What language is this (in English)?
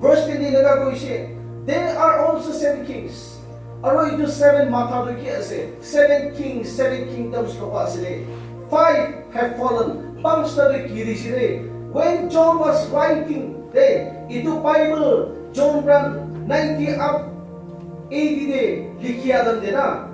Naga Pidgin